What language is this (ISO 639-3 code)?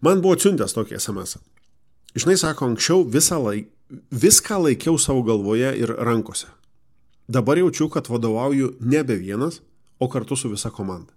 lit